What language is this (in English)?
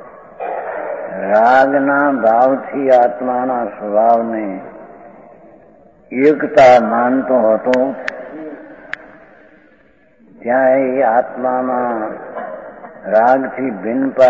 Gujarati